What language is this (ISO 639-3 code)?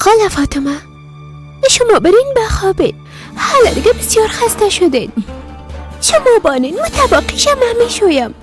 fas